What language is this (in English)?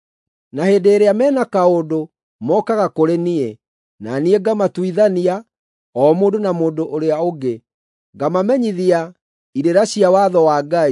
Kikuyu